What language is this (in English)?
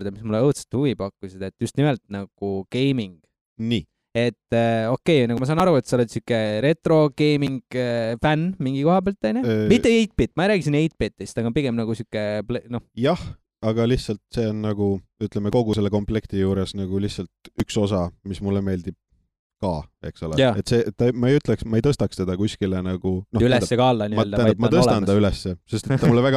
Estonian